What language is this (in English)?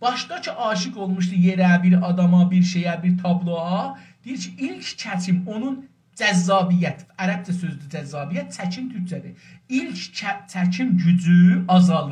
South Azerbaijani